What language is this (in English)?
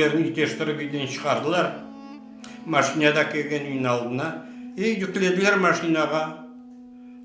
Crimean Tatar